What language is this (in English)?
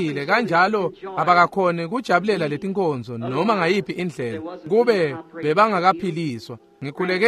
Swati